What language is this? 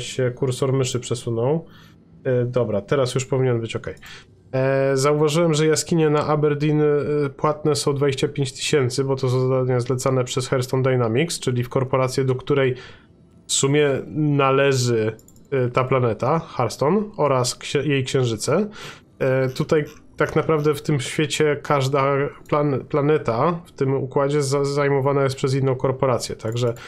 Polish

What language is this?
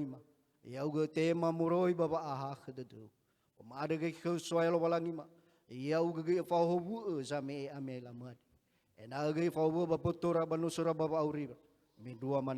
Nias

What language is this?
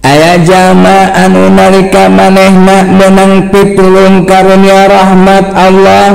Sundanese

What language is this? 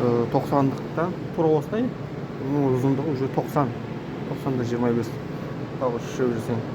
Kazakh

